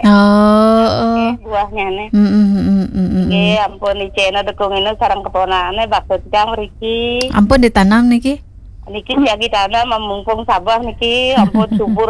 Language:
Balinese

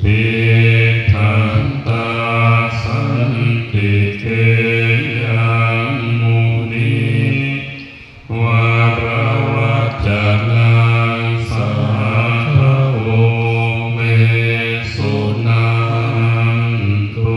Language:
Pali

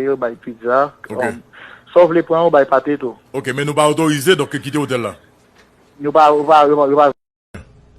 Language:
Haitian Creole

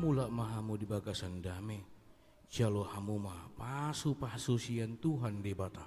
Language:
Batak Toba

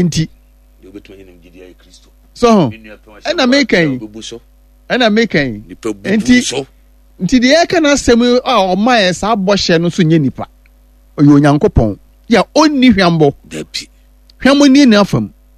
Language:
Akan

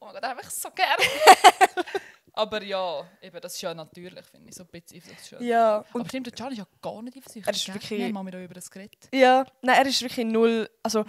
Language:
Swiss German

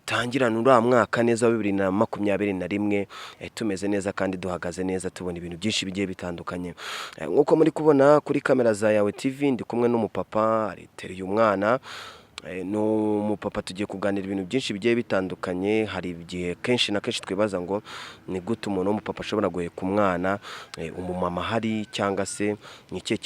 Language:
Kinyarwanda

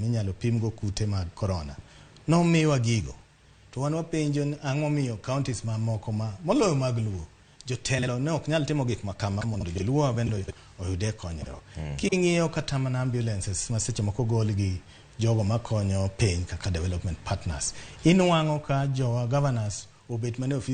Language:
Luo (Kenya and Tanzania)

